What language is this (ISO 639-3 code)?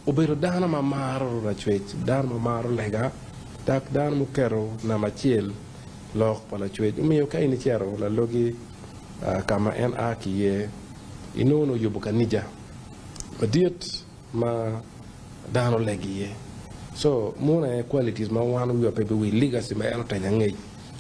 ach